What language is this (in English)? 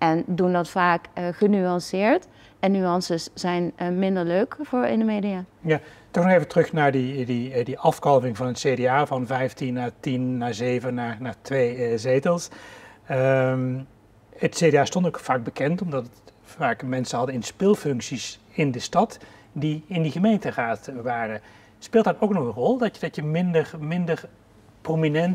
Dutch